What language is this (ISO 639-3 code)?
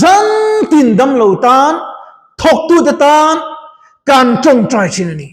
lus